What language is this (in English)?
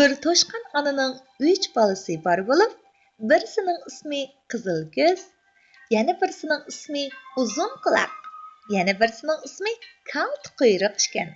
Uyghur